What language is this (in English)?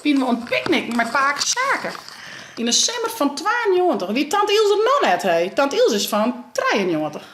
Western Frisian